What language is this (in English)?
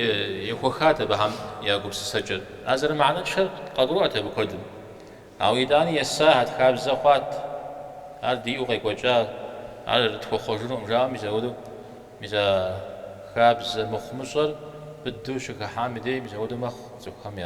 Kabardian